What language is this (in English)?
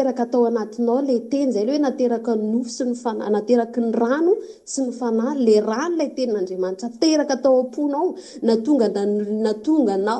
Malagasy